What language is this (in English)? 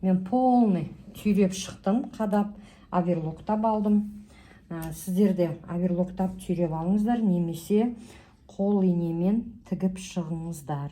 Kazakh